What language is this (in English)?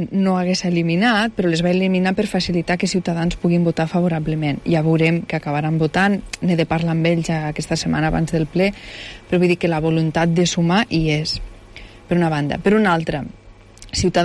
Catalan